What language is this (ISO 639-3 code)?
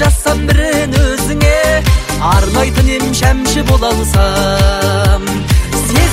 kaz